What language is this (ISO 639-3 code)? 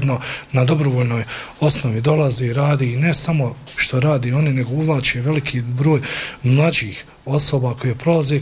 bos